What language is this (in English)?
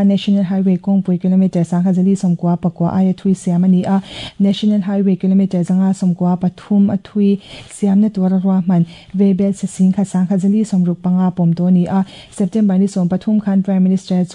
Mizo